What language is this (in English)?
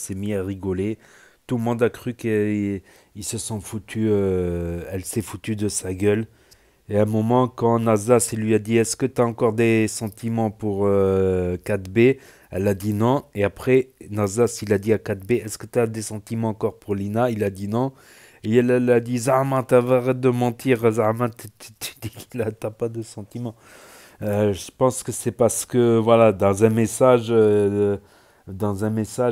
French